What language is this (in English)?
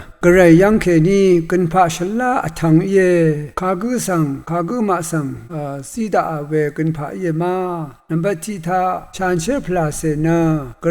Rawang